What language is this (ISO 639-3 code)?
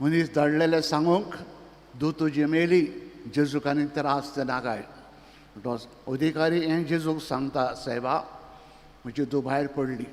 kok